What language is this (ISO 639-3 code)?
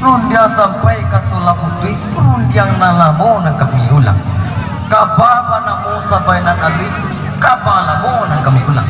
min